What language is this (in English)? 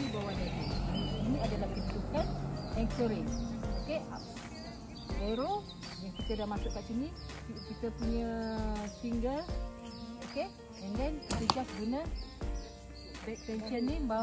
Malay